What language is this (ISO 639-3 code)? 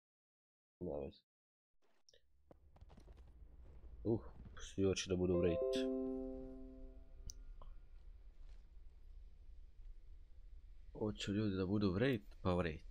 hrv